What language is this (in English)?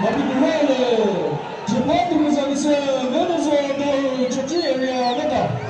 Chokri Naga